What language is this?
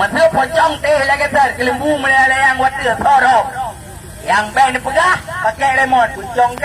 Achinese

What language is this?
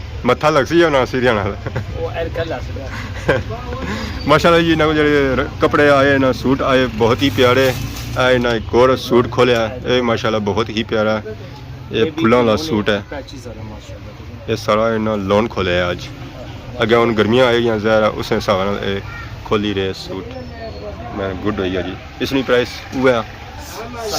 Pahari-Potwari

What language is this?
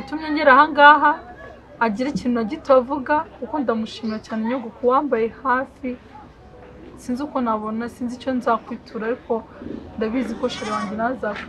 Kinyarwanda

